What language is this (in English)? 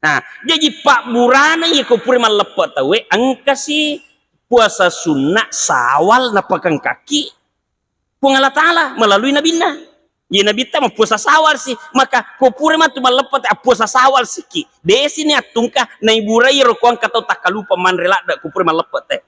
Buginese